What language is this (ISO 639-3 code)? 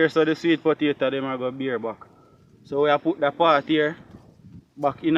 jam